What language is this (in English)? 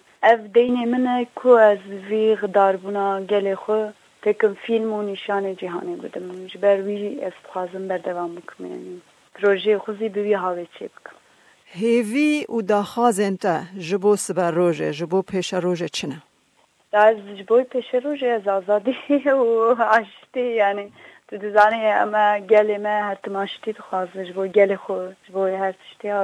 Kurdish